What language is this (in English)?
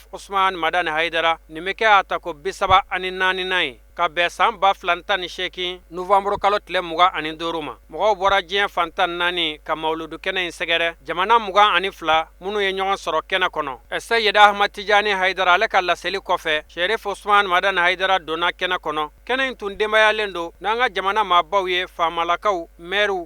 Bambara